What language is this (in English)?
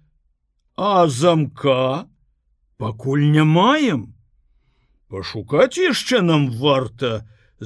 Belarusian